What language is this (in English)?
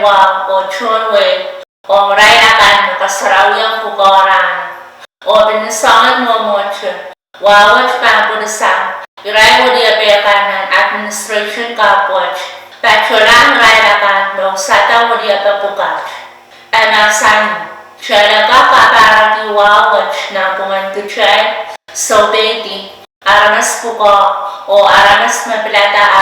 Pohnpeian